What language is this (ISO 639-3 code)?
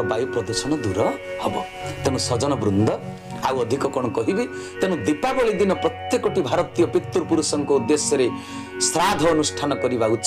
ori